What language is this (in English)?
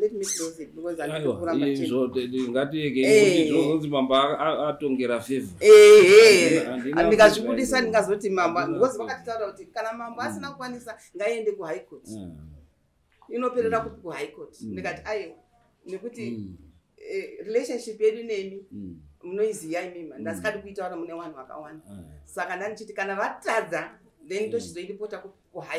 Shona